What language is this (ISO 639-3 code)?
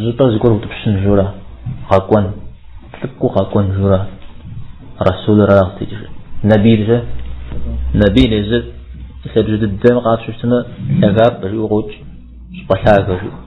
kbd